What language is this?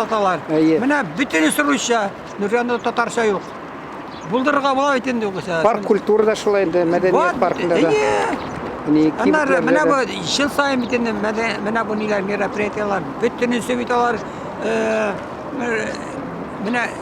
Tatar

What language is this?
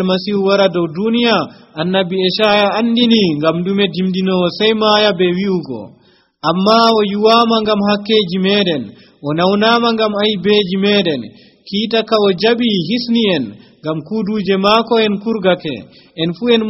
Nigerian Fulfulde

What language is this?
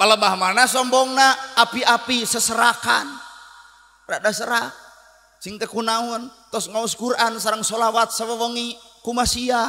Sundanese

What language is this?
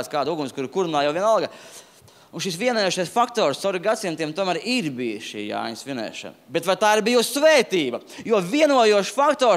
Latvian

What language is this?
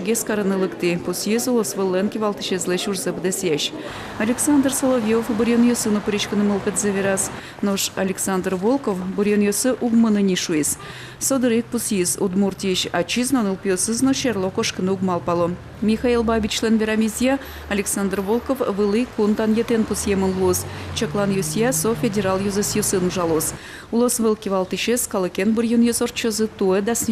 Udmurt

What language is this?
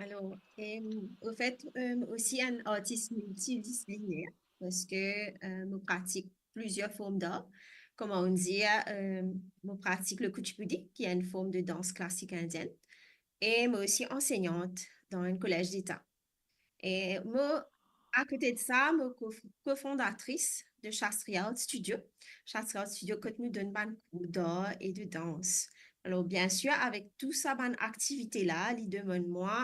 Morisyen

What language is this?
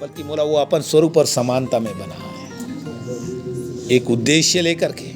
Chhattisgarhi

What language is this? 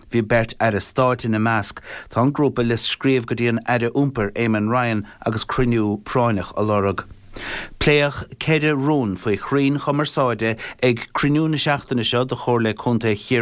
Irish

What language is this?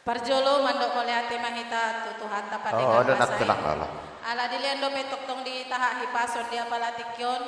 Batak Toba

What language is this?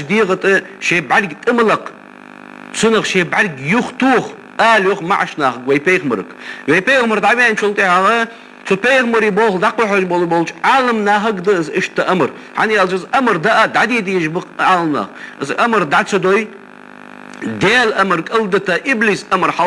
Ingush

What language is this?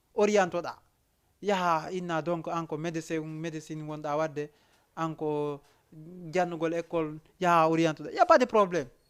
Fula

